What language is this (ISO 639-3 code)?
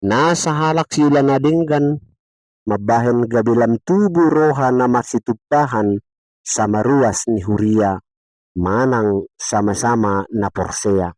bbc